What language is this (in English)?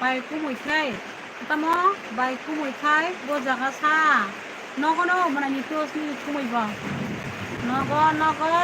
Kok Borok